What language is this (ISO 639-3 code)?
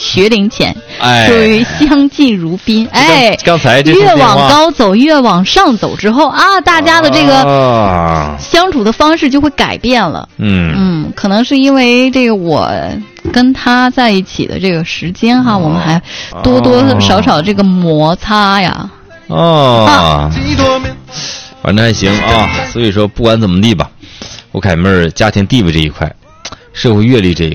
zho